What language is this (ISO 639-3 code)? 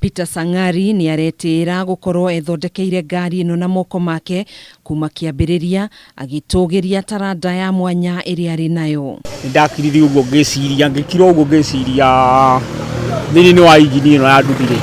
kik